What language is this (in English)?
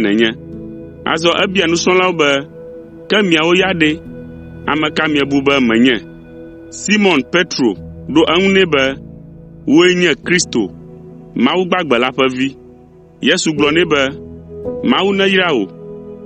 Ewe